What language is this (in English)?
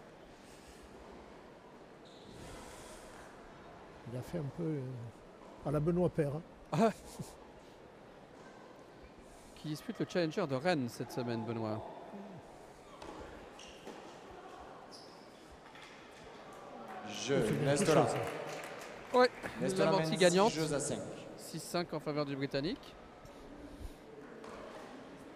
French